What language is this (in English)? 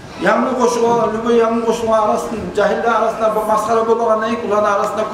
Kumyk